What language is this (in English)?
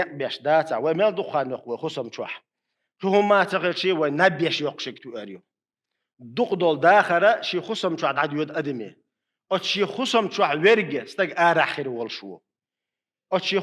Chechen